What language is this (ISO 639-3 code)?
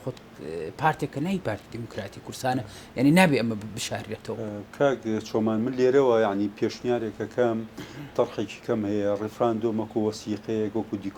ckb